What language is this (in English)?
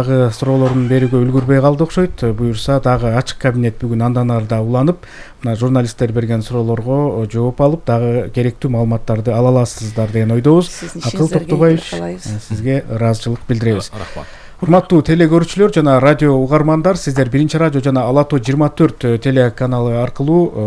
Kyrgyz